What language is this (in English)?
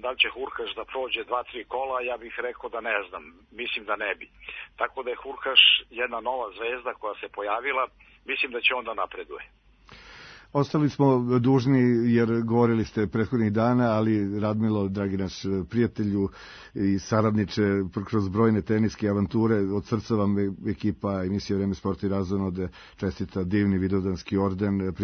Serbian